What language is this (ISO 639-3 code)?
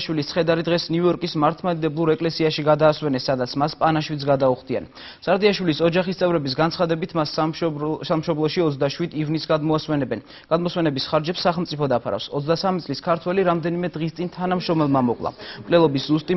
kat